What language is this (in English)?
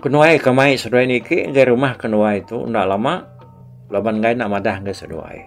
Iban